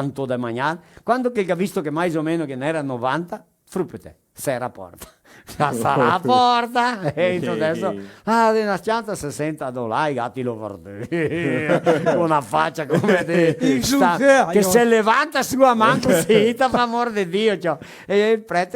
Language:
Venetian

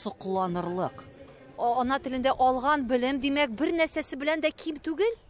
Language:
Tatar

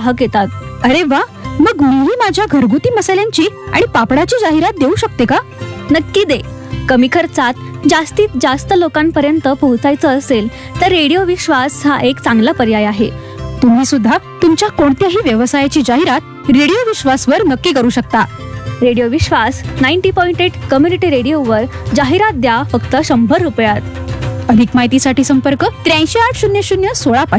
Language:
Marathi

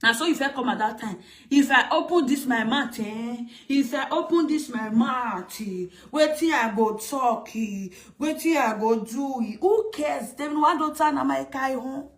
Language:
Nigerian Pidgin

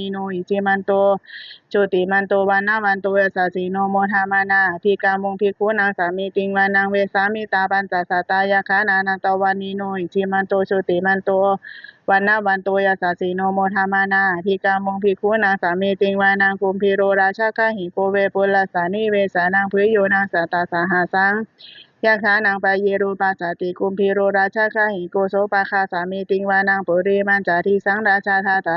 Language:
Pali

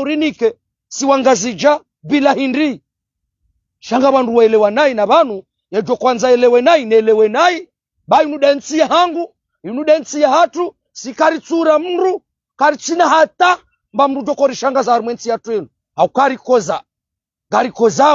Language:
Ngazidja Comorian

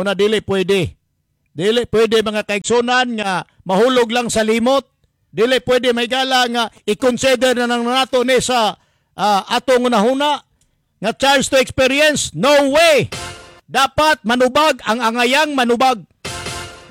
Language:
Cebuano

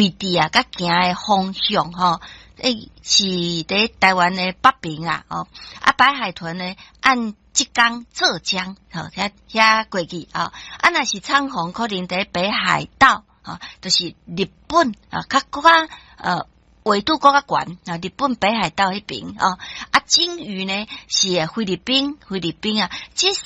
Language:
Min Nan Chinese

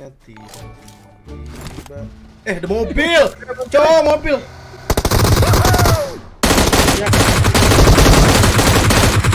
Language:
Indonesian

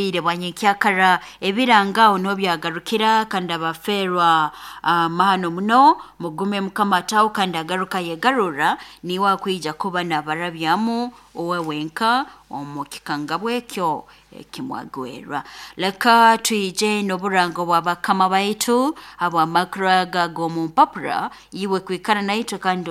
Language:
Nyoro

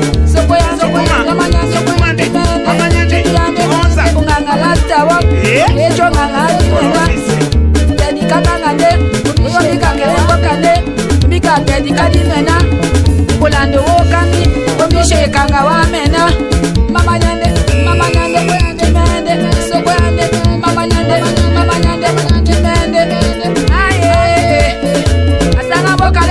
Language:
Tetela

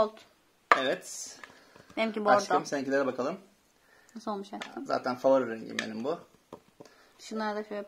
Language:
Turkish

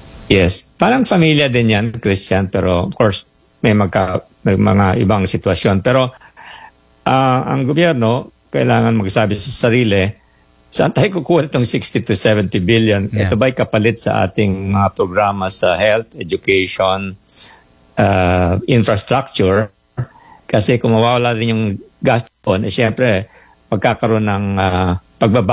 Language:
Filipino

